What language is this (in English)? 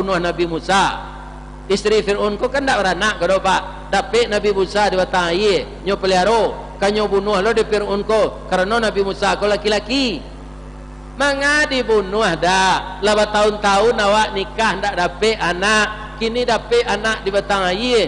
Minangkabau